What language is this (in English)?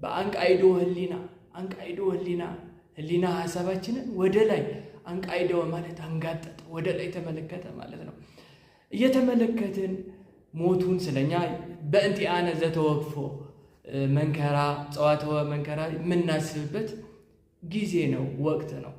Amharic